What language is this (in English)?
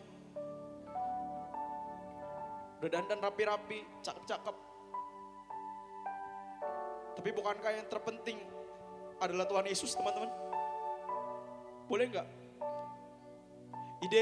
Indonesian